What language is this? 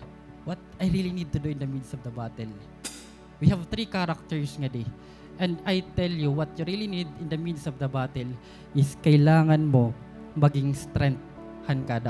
Waray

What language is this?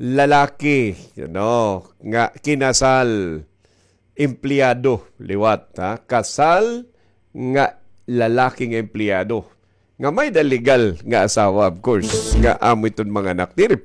Waray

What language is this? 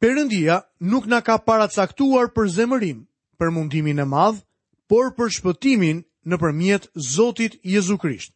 Albanian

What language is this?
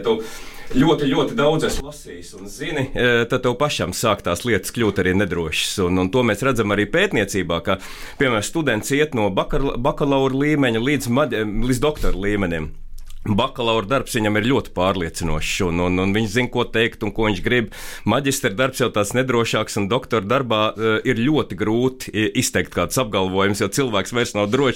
Latvian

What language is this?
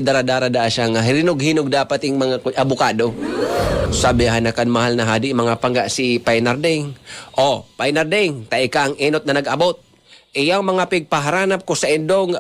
Bikol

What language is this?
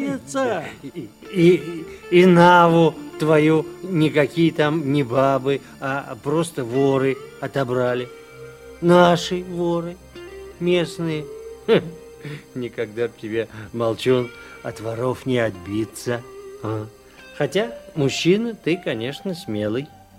Russian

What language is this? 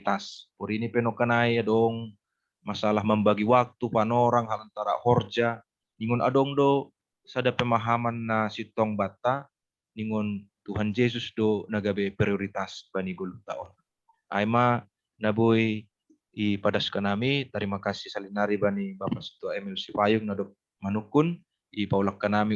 Batak Simalungun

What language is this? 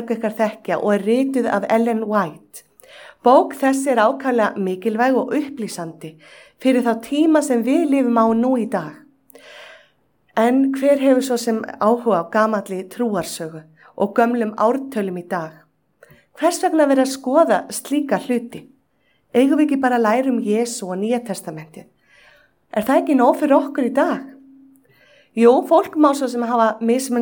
Icelandic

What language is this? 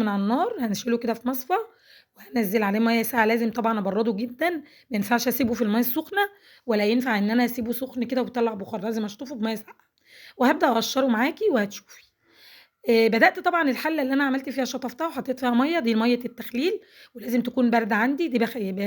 Egyptian Arabic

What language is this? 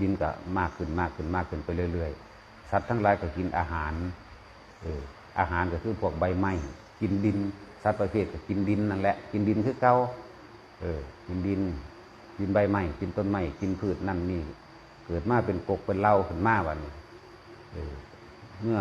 Northeastern Thai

